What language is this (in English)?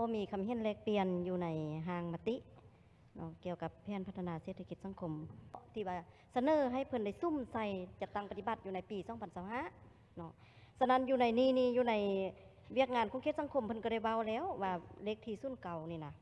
Lao